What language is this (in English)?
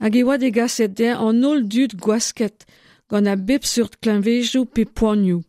Breton